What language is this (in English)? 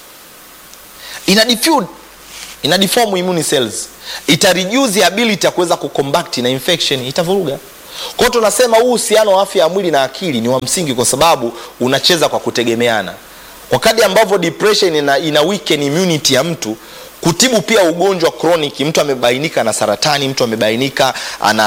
Swahili